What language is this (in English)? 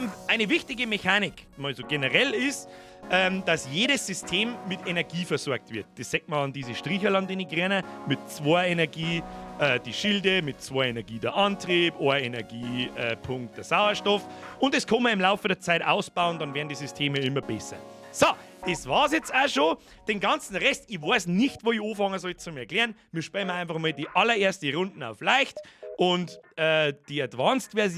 Bavarian